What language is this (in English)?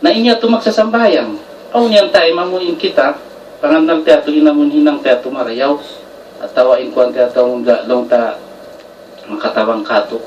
Tausug